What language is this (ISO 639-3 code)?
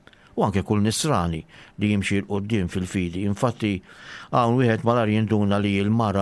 mlt